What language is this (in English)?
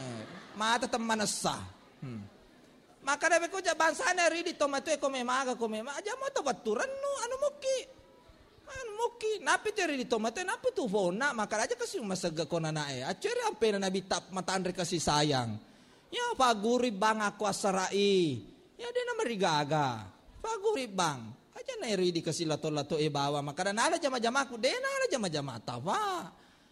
Buginese